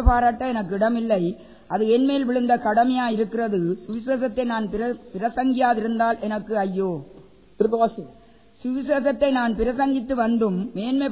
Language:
Tamil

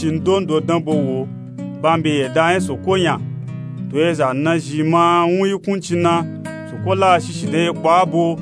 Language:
Nupe-Nupe-Tako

